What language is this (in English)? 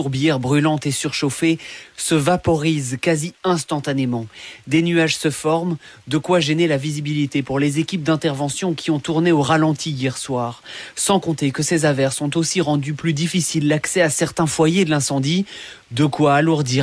French